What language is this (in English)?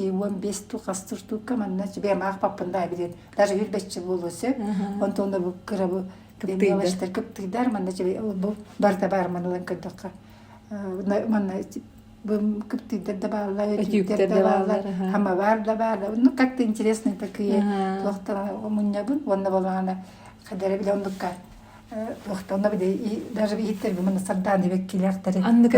Yakut